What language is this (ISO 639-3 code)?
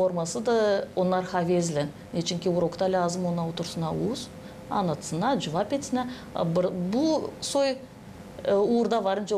gag